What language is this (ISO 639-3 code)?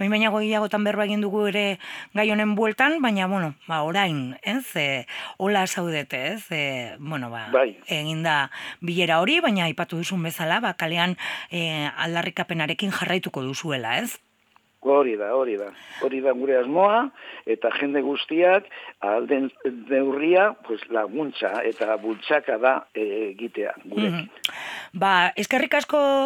eus